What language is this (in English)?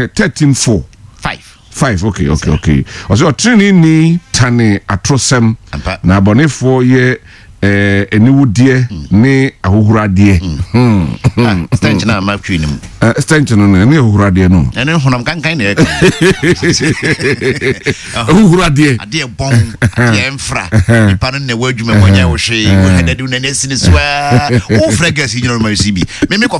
Akan